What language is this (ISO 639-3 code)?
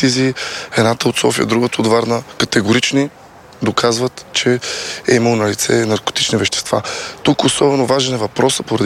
bul